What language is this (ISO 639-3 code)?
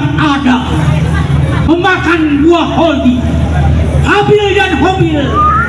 bew